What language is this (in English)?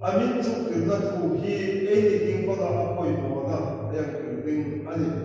Hmar